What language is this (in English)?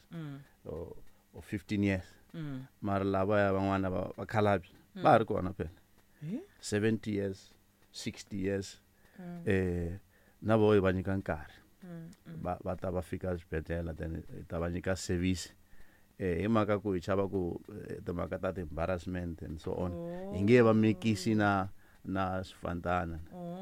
Tsonga